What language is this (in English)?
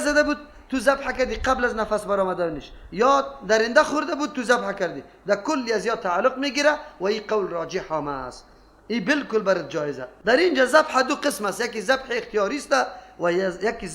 Persian